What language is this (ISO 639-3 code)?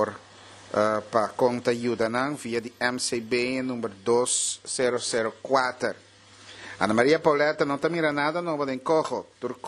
pap